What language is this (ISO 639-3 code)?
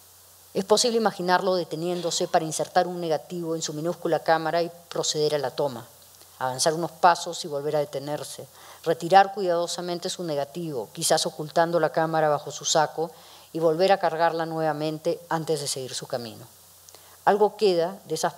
spa